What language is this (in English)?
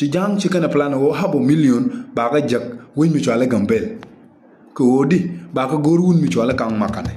Nuer